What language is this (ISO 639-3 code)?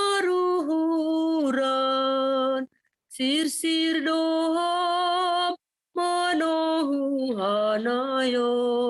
bts